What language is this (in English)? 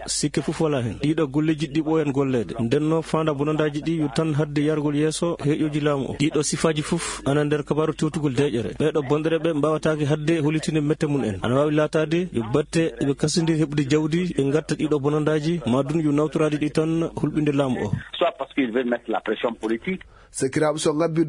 Fula